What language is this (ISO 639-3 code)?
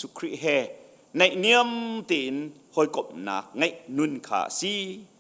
cnh